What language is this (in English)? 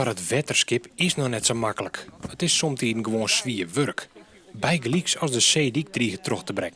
Western Frisian